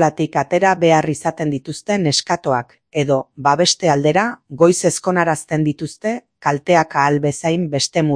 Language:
Basque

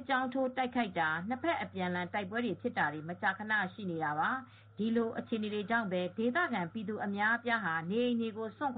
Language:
Burmese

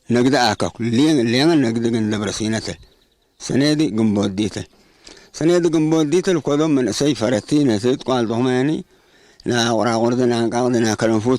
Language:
Tigre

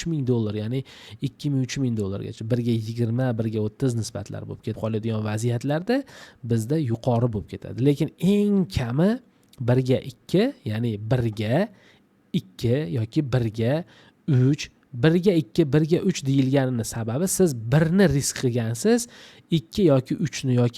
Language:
Uzbek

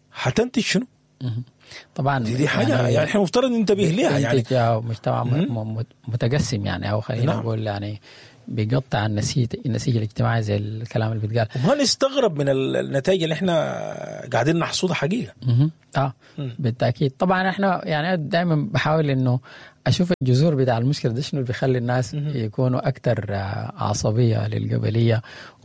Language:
Sudanese Arabic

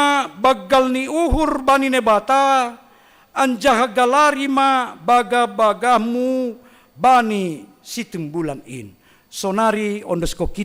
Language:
Batak Simalungun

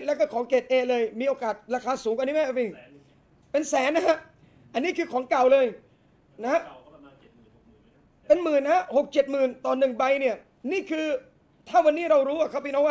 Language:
Thai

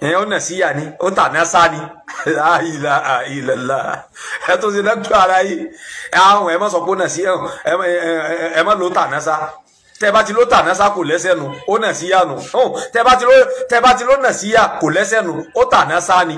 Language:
Yoruba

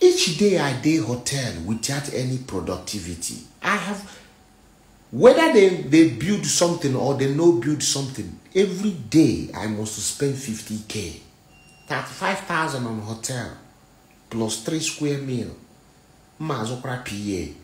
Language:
Nigerian Pidgin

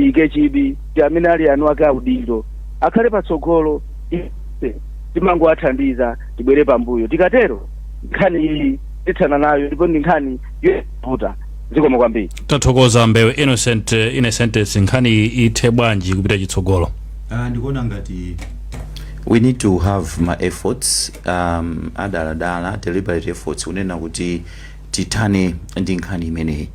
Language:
Nyanja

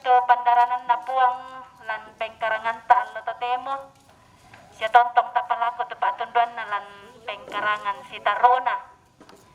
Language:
Toraja-Sa'dan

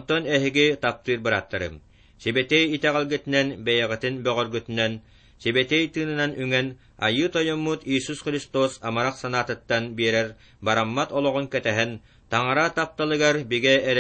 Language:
Yakut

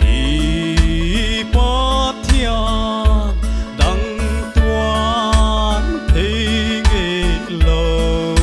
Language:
Paite Chin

